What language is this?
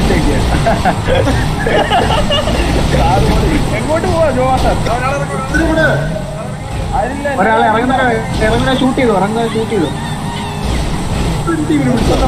Malayalam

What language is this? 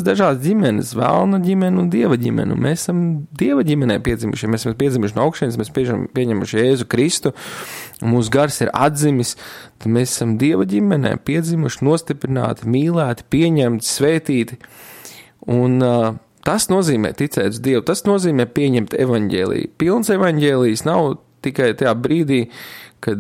Latvian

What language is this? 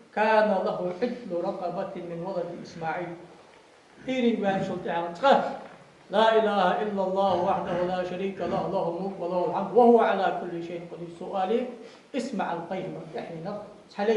Ingush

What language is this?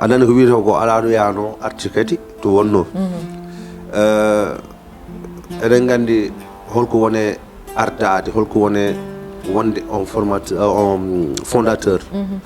Fula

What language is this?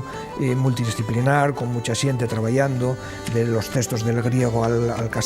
Asturian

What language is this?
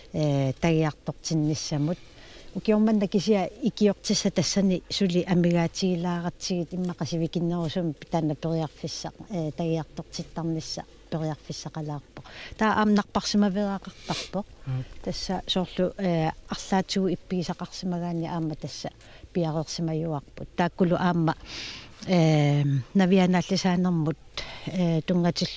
Kalaallisut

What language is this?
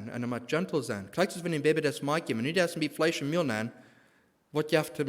Plautdietsch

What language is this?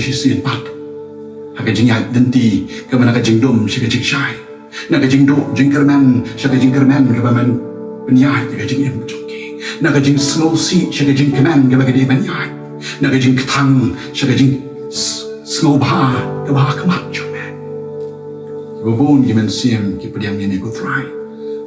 Khasi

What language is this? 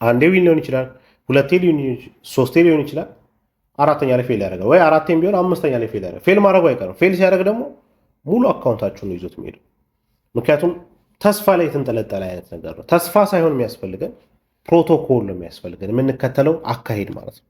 Amharic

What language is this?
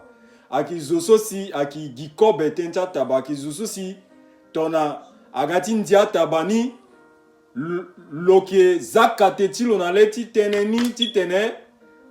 Sango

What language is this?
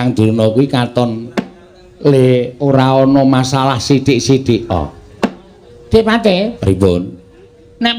Javanese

